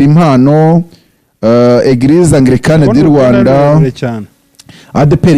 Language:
Kinyarwanda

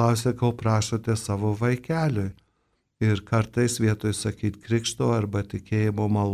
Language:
Lithuanian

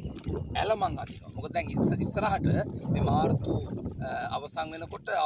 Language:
Sinhala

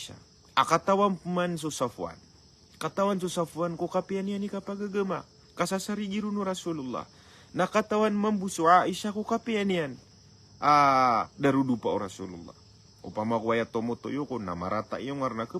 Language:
Maranao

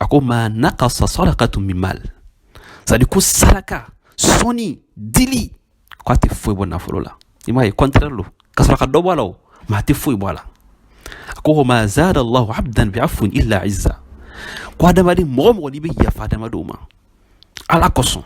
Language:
Bambara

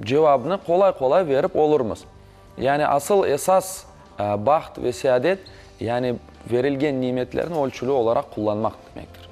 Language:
Crimean Tatar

